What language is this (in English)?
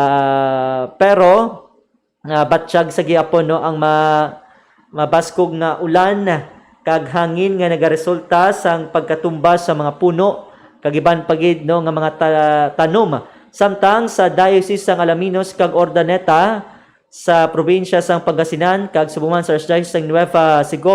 Hiligaynon